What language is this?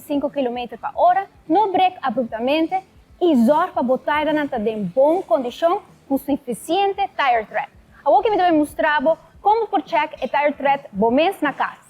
Papiamento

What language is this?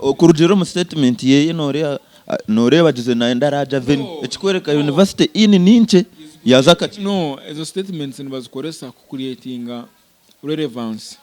Nyankole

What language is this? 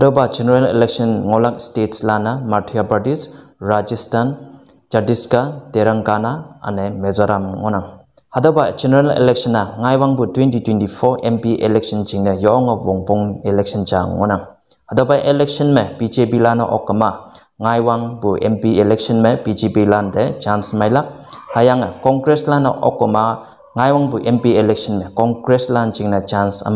Konyak Naga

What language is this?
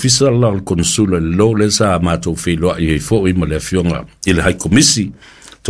Samoan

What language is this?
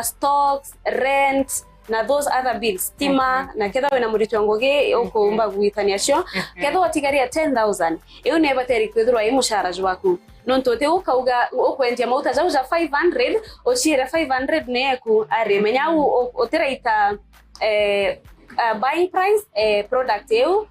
Meru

